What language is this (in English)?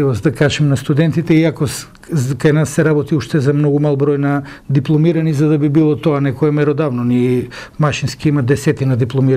Macedonian